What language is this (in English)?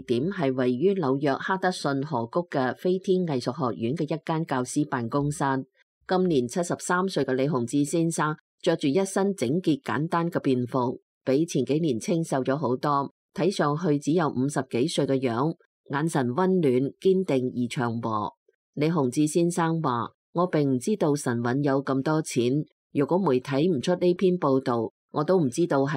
Cantonese